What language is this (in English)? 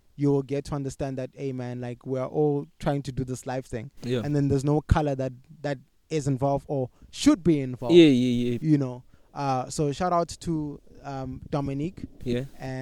English